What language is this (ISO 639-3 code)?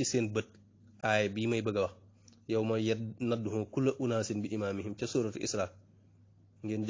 wol